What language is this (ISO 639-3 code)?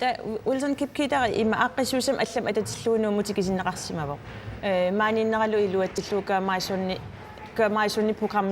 kal